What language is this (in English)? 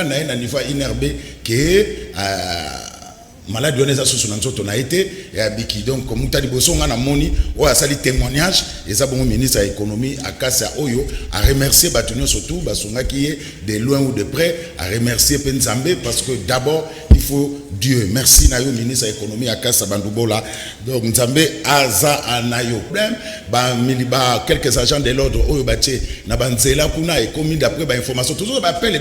Lingala